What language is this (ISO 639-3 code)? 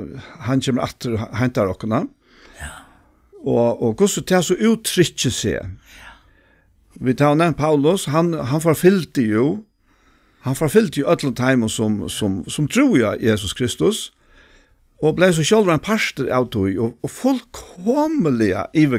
fao